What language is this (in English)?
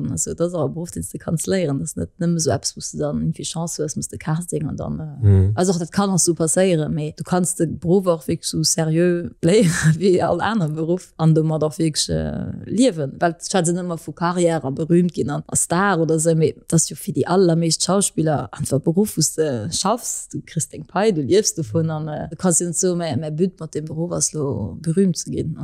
Luxembourgish